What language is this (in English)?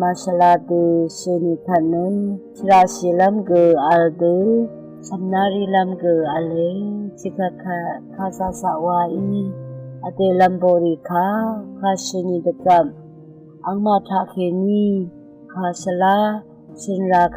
Rawang